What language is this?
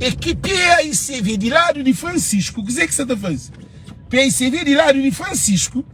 Kabuverdianu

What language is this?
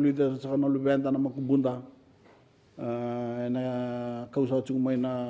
Fijian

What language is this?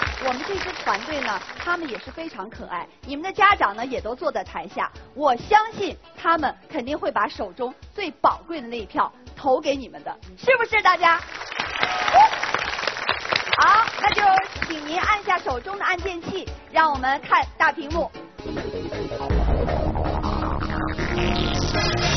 Chinese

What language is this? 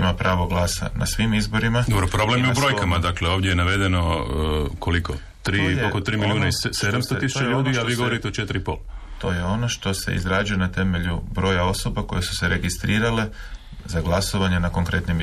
Croatian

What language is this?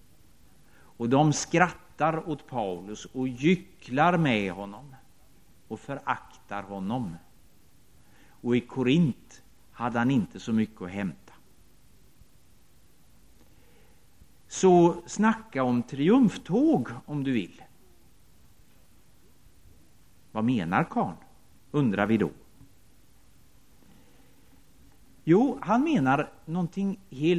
Swedish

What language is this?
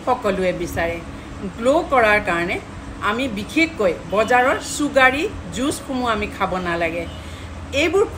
Assamese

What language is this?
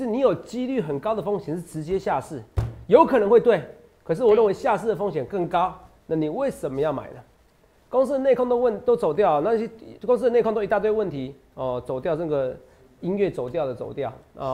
Chinese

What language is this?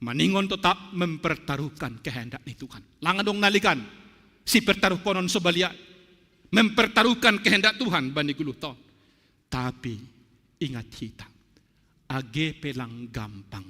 Batak Simalungun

